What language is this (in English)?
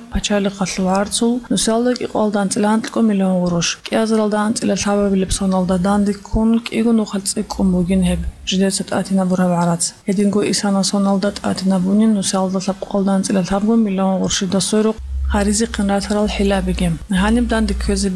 Avaric